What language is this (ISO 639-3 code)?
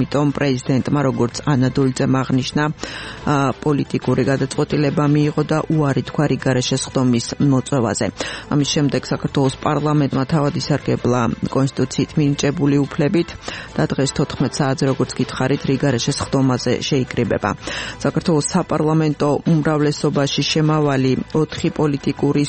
kat